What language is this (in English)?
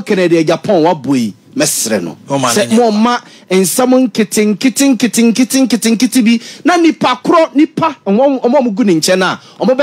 Akan